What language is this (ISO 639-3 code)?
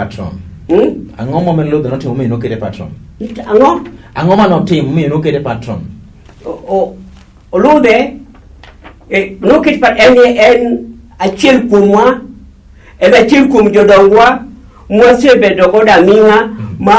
luo